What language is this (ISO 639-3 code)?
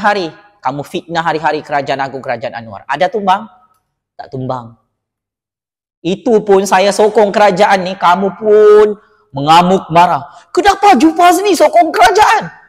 msa